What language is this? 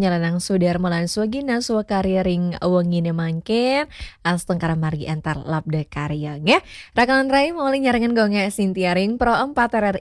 Balinese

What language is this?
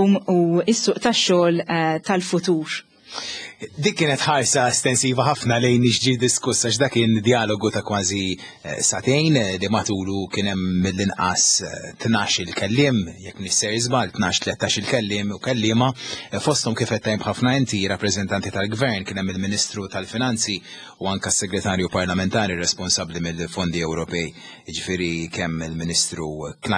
Maltese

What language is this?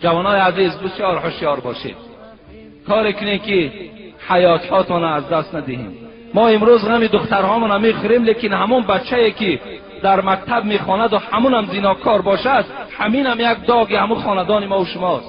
Tajik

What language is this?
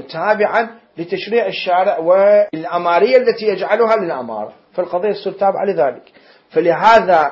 Mesopotamian Arabic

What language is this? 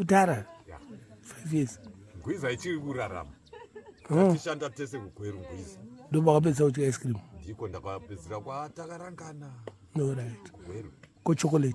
Shona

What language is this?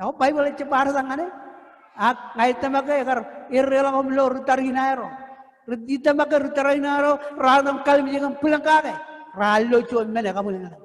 Marshallese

